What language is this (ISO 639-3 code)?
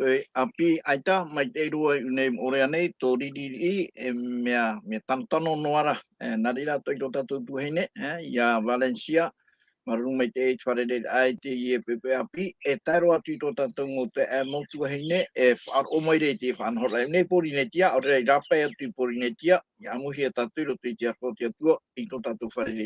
tah